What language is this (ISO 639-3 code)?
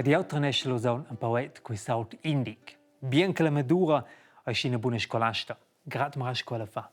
roh